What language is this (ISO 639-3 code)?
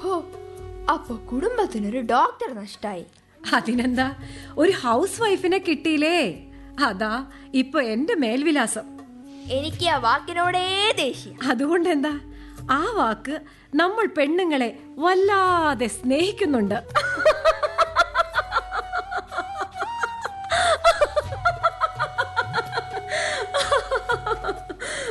mal